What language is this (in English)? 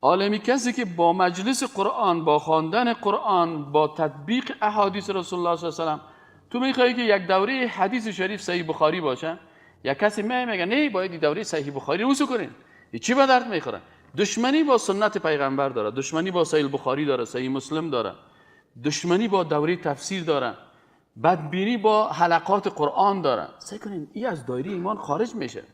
Persian